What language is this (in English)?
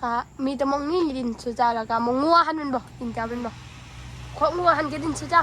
Northeastern Thai